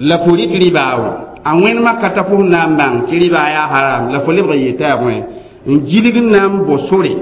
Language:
Mossi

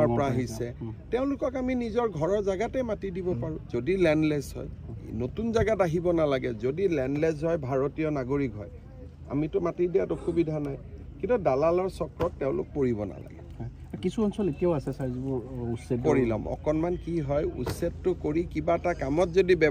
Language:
Assamese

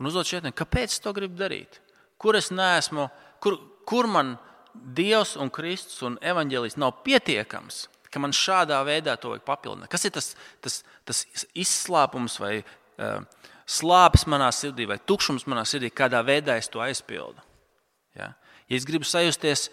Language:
Latvian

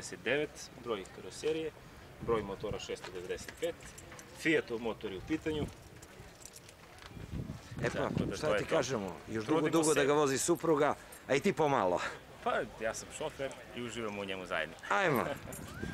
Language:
Serbian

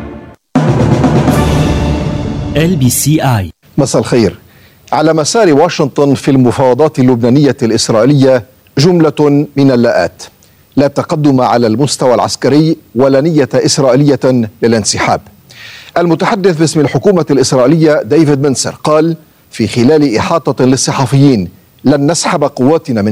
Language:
Arabic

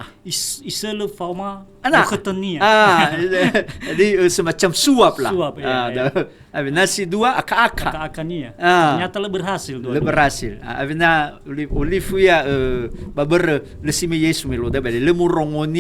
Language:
Nias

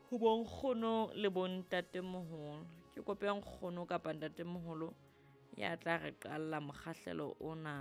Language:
Southern Sotho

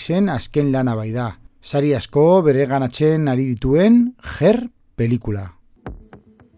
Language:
Basque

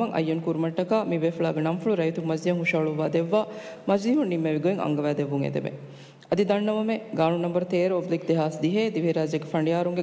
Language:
Divehi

